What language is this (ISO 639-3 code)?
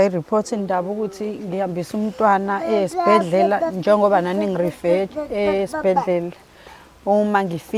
zul